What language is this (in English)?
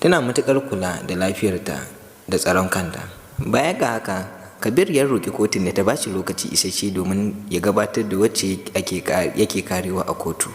Hausa